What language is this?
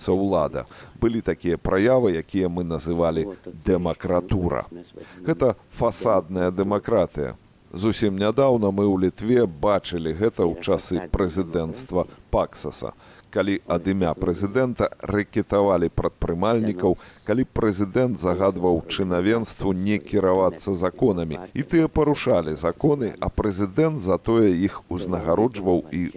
Belarusian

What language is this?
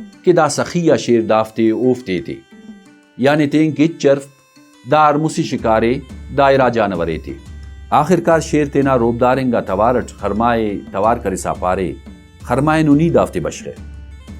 Brahui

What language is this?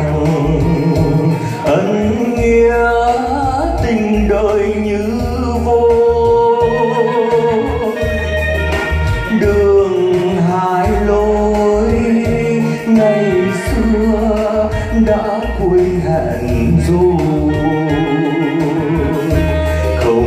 Vietnamese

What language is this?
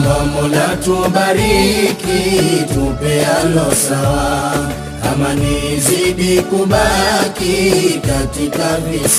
Swahili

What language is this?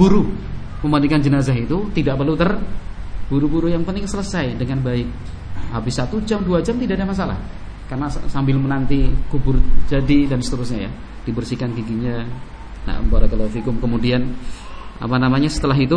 Indonesian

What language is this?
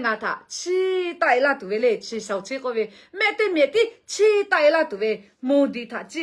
Lahu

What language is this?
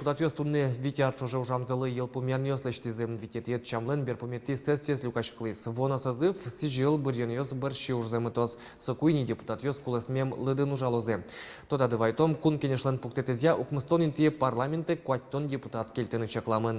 Udmurt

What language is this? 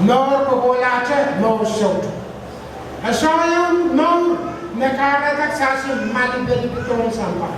Pohnpeian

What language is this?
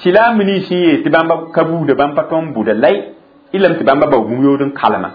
Mossi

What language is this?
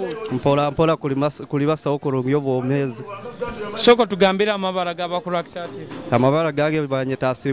Nyoro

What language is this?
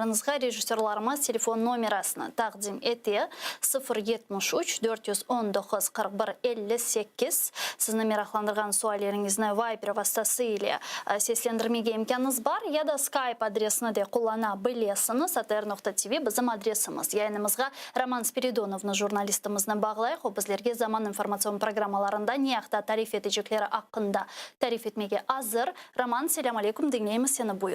Crimean Tatar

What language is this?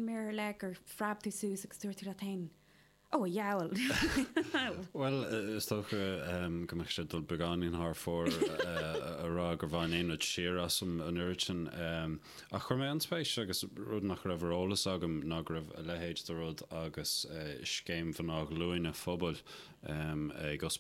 Irish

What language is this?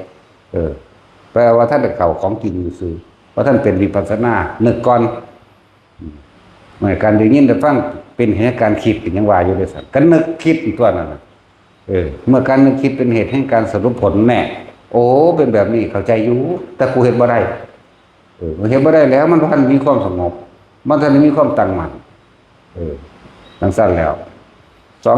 Northeastern Thai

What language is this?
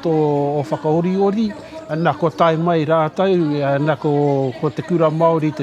Māori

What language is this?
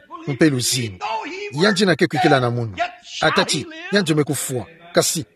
Kituba (Democratic Republic of Congo)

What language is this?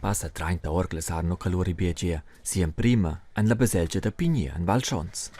Romansh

